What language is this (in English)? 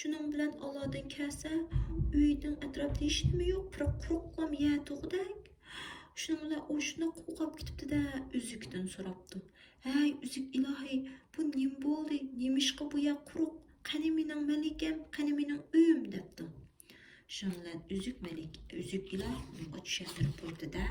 Uyghur